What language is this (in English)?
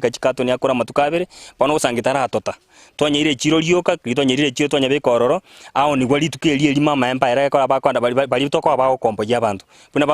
Gusii